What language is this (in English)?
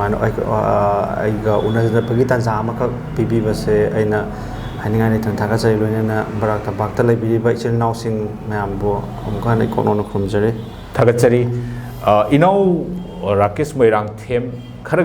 Manipuri